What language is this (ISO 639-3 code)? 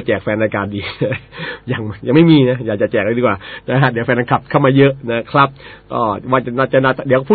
tha